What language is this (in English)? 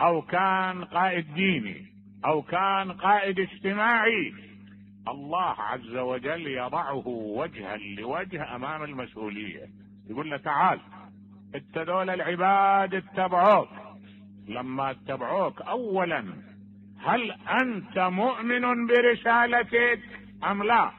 Mesopotamian Arabic